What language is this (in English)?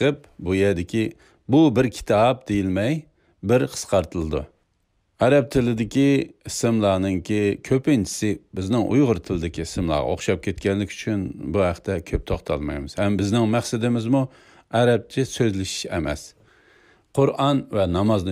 Uyghur